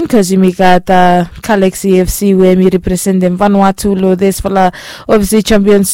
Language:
Bislama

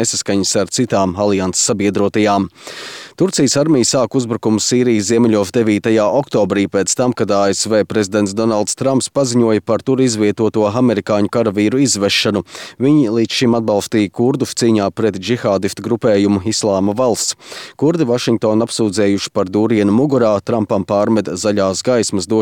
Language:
Latvian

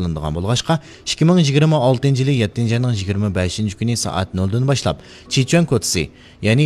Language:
Uyghur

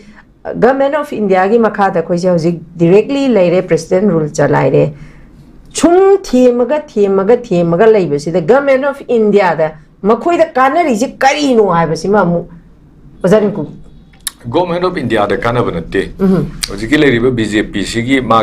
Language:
Manipuri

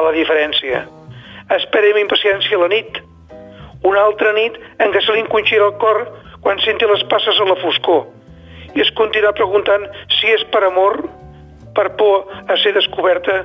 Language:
Catalan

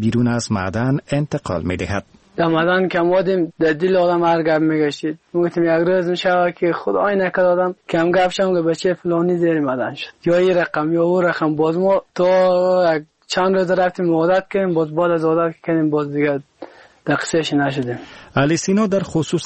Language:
Persian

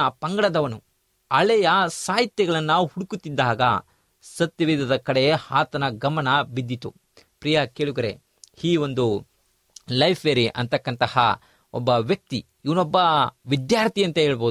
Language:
Kannada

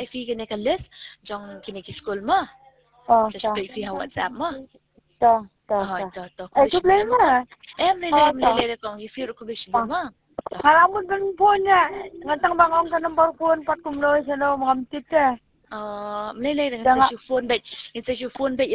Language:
Khasi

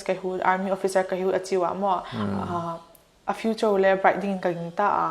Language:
Paite Chin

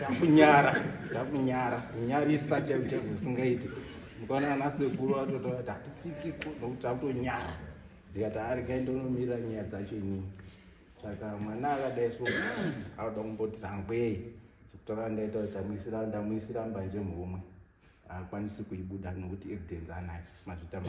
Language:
Shona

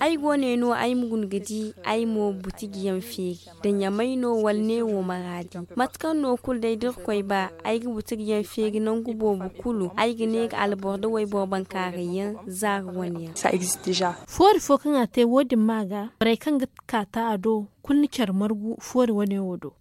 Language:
Zarma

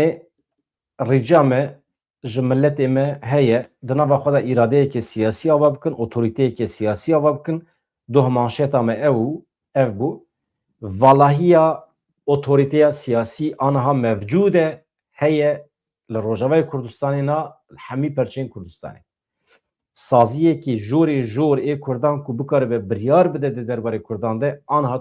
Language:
Kurdish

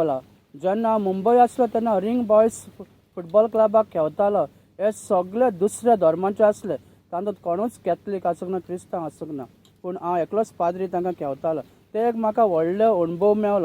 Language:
Konkani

